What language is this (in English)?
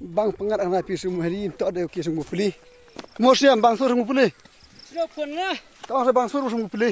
Khasi